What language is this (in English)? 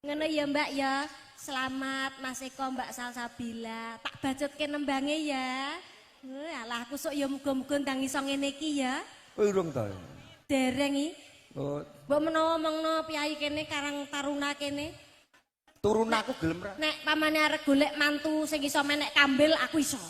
Javanese